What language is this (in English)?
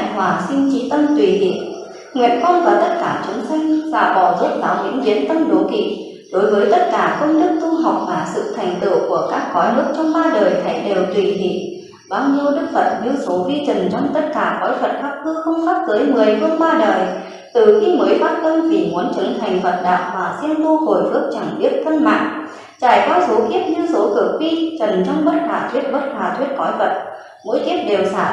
Vietnamese